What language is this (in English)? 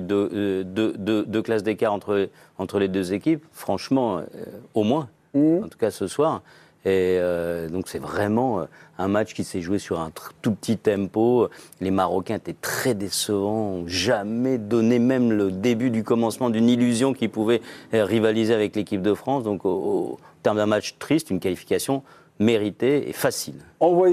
French